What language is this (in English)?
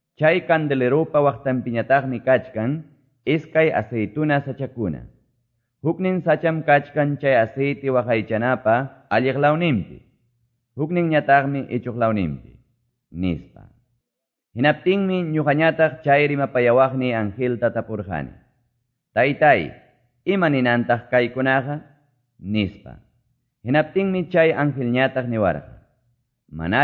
Quechua